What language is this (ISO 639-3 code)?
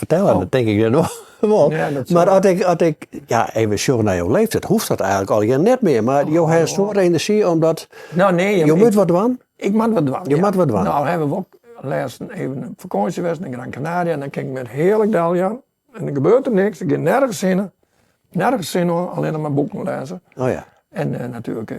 fry